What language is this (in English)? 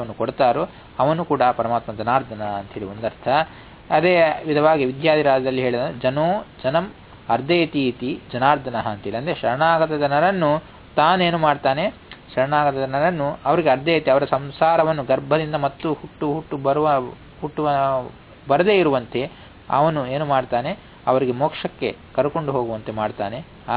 Kannada